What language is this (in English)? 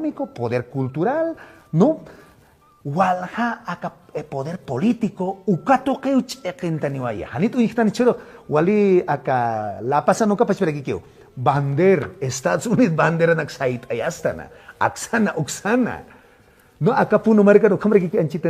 Aymara